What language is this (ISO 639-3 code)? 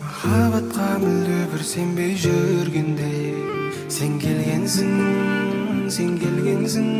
kaa